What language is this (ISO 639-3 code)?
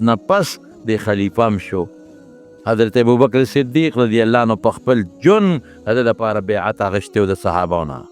pus